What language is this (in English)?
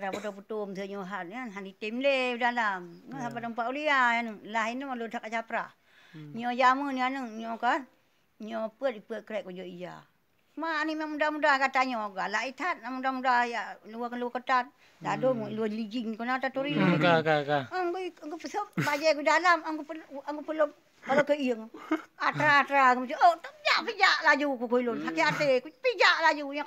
Achinese